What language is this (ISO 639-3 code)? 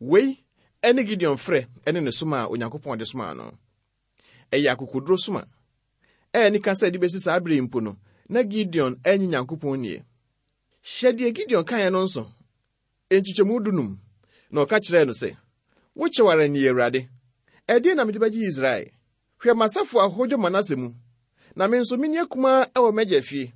aka